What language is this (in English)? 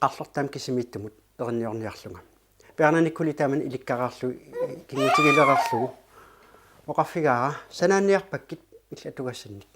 Kalaallisut